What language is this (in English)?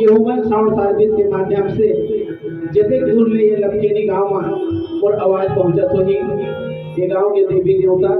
Chhattisgarhi